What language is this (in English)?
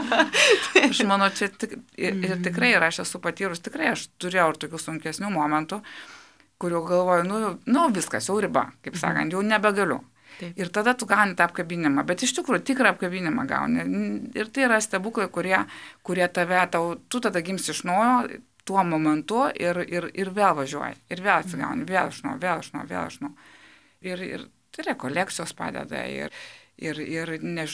Lithuanian